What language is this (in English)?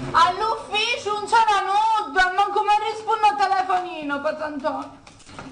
Sicilian